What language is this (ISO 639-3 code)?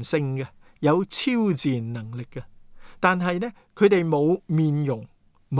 yue